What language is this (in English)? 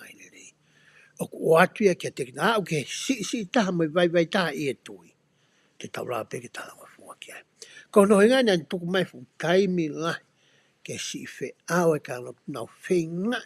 Tongan